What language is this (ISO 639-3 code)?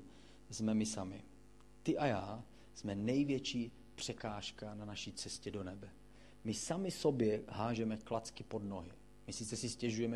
ces